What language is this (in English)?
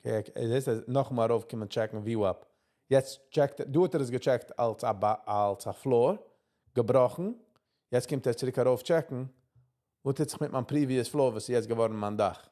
Yiddish